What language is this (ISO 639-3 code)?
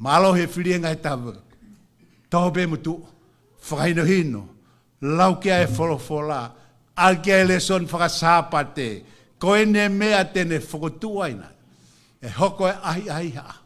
ton